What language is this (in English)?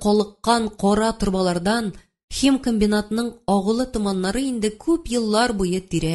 Tatar